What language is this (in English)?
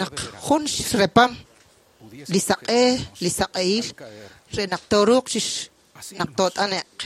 Kekchí